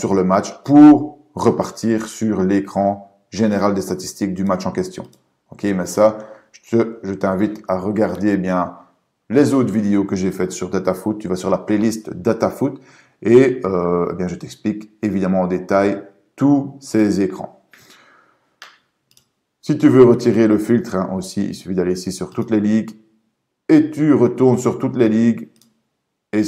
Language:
French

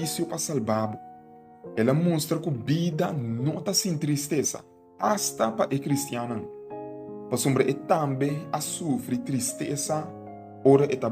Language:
Papiamento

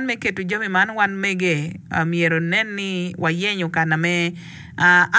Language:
Acoli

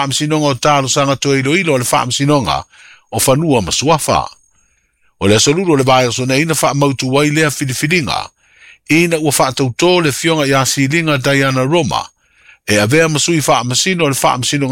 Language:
Samoan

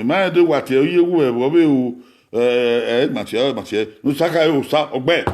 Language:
Bini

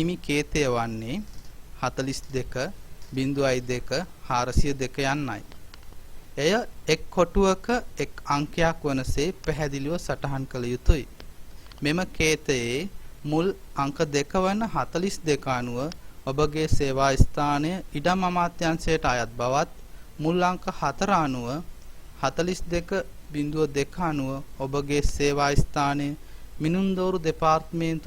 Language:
Sinhala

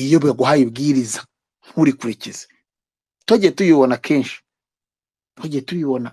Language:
Kinyarwanda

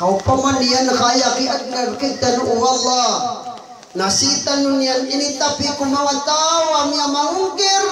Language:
Maranao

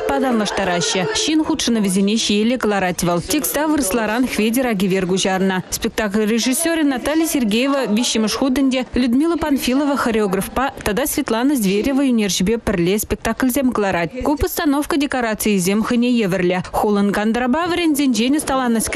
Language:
Chuvash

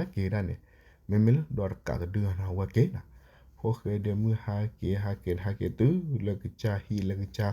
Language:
S'gaw Karen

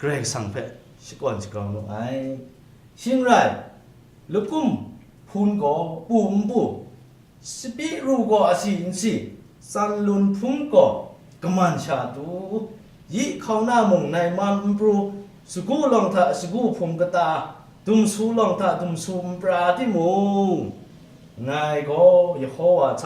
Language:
Kachin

